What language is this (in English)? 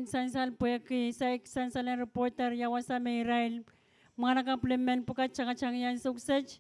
Pohnpeian